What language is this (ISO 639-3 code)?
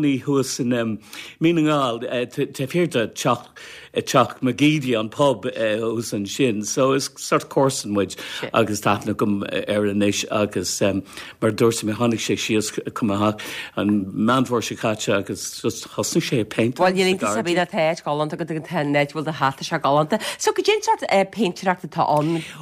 gle